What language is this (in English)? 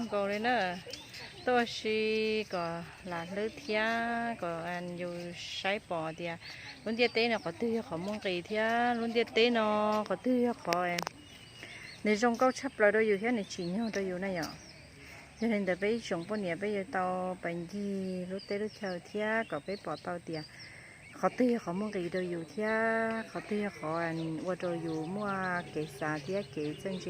Hmong